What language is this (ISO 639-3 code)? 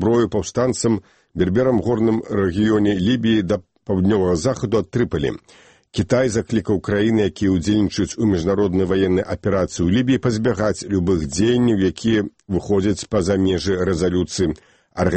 bel